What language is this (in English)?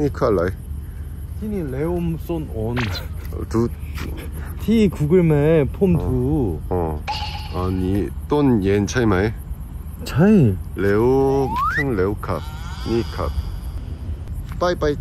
Thai